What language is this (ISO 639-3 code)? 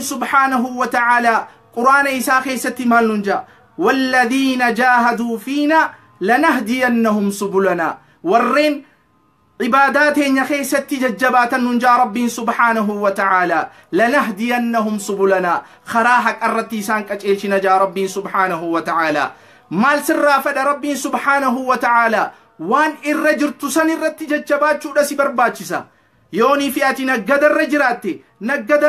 orm